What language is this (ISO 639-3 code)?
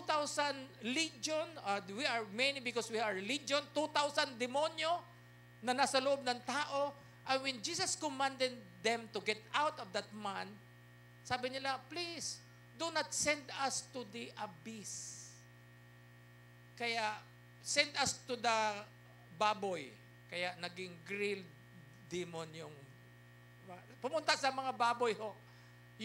fil